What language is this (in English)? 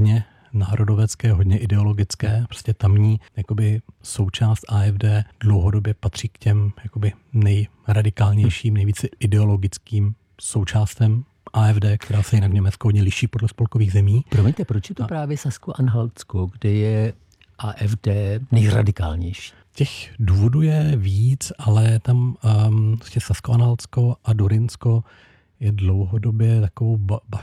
Czech